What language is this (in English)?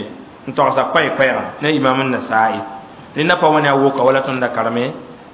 Mossi